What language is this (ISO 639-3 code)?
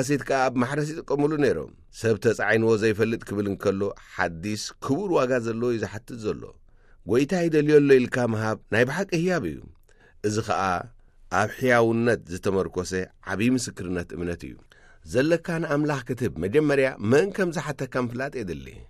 tir